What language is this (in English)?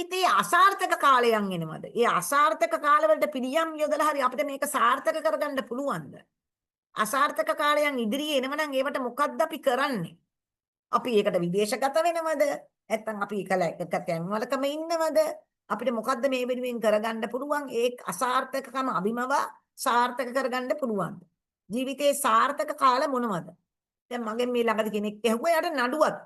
Sinhala